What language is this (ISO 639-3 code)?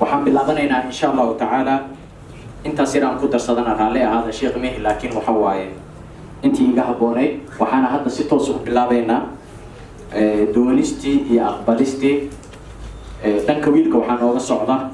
som